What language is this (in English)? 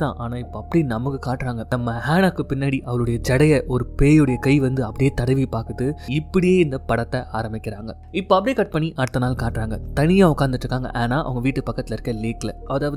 Tamil